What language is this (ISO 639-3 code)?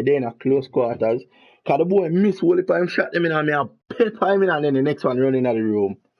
jam